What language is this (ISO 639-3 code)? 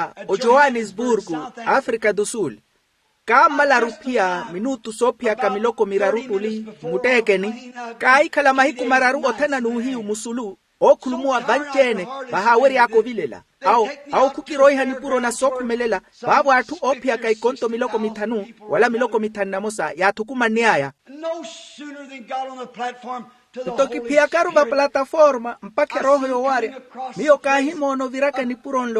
vmw